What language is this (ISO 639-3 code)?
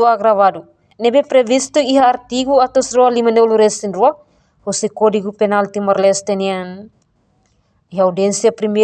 tet